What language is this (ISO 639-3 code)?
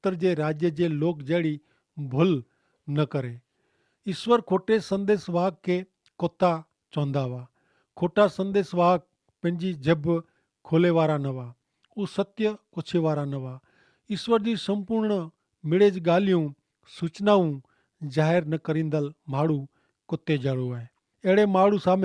kfr